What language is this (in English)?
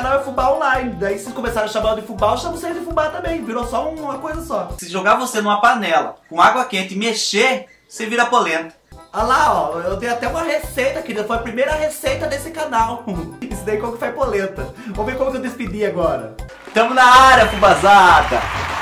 Portuguese